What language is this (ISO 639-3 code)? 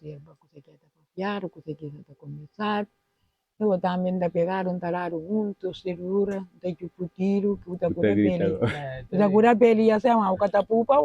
kea